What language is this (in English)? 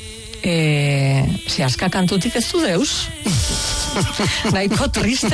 Basque